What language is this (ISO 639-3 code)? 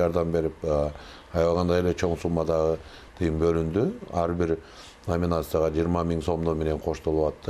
kir